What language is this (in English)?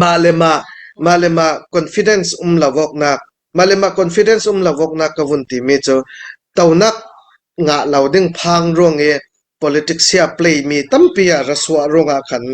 Hakha Chin